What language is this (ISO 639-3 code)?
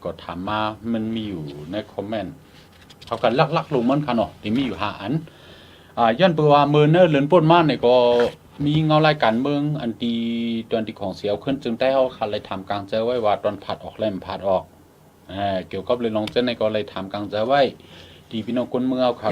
shn